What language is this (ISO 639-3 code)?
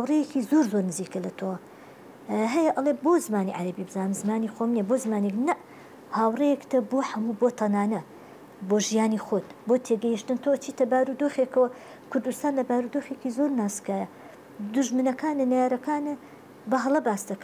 ckb